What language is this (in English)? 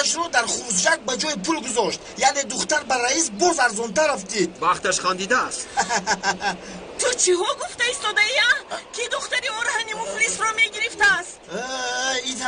Tajik